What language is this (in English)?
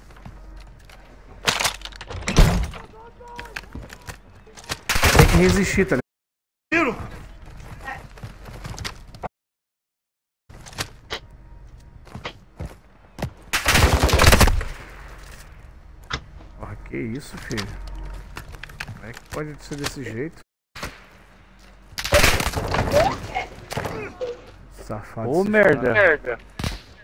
Portuguese